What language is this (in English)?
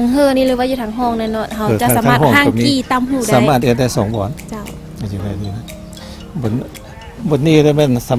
Lao